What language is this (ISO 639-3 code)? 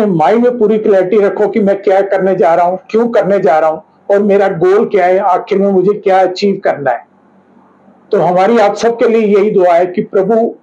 hin